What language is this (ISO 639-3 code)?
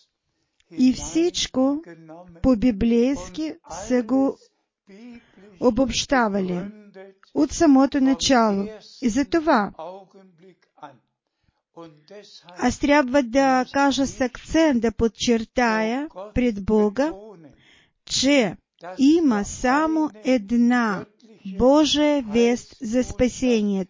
bul